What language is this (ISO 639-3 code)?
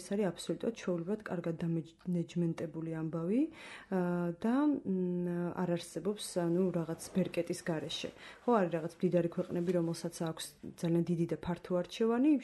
kat